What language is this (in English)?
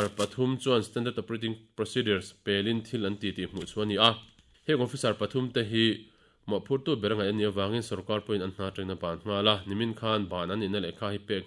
Mizo